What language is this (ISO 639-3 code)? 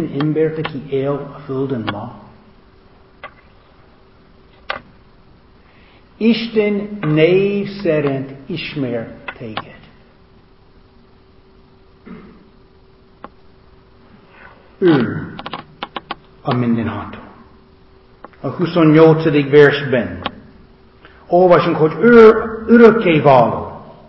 hun